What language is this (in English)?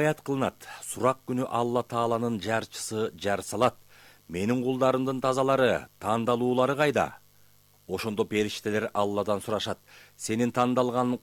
Kyrgyz